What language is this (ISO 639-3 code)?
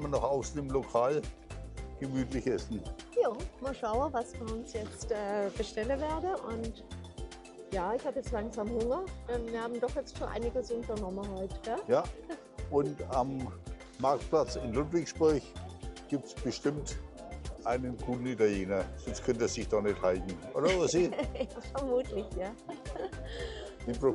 deu